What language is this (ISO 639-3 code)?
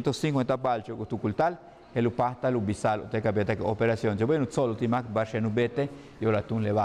yua